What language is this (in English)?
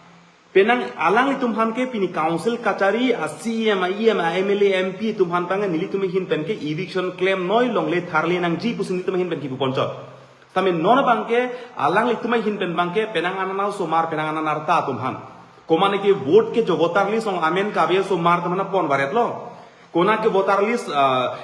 Karbi